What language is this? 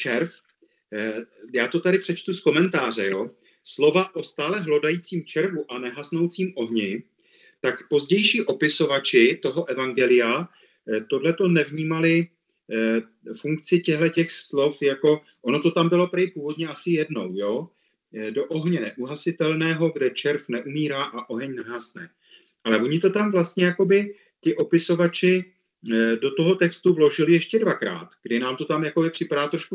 Czech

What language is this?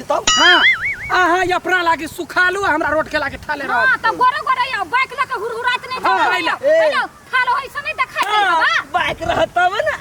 Maithili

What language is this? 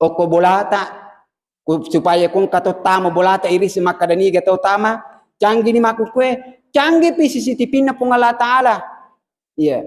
Buginese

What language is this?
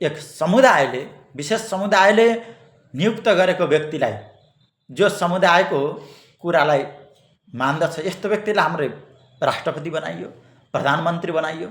Nepali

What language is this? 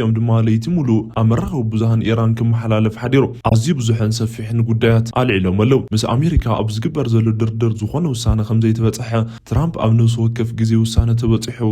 Tigrinya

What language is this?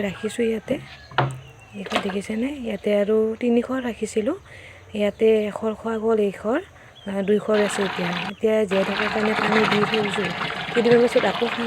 Assamese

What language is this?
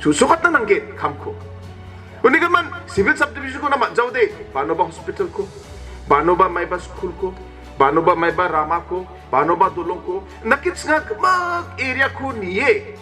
Garo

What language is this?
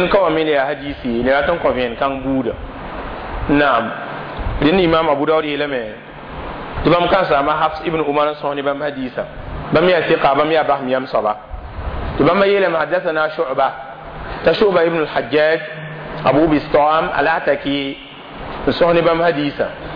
Mossi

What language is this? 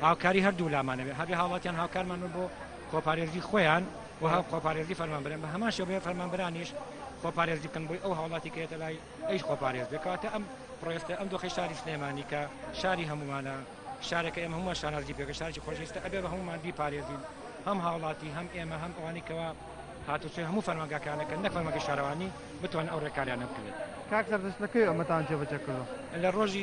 Central Kurdish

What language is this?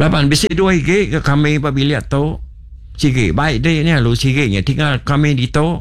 Iban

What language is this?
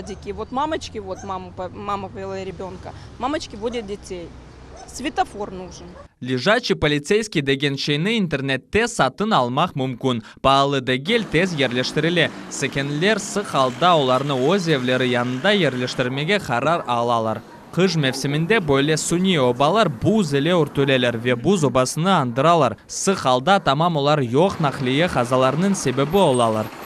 Crimean Tatar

